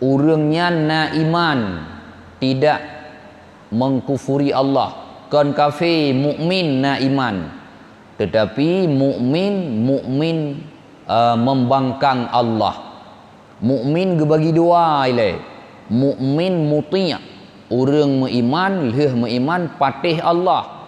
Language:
Achinese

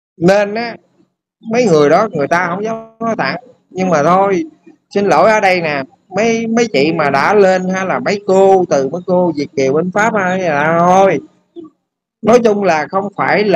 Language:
Vietnamese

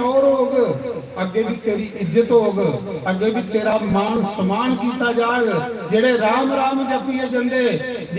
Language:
Dogri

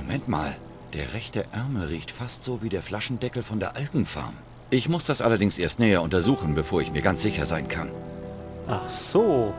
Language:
Bavarian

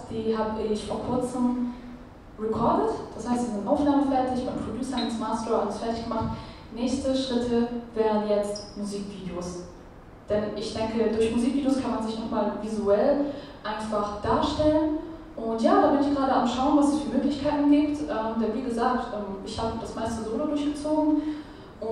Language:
German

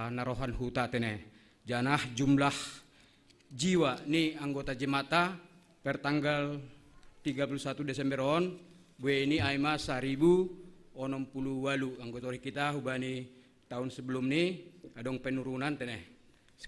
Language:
Batak Simalungun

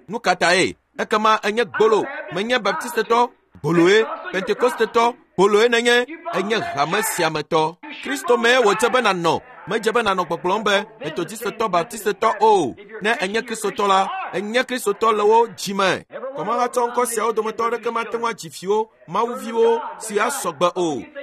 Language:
Ewe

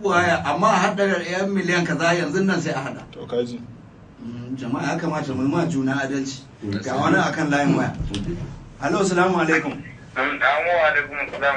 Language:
Hausa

